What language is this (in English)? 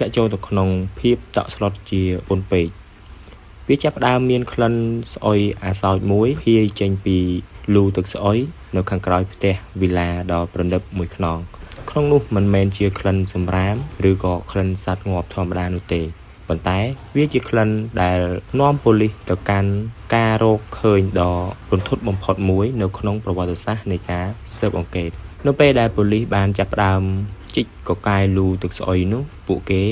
Khmer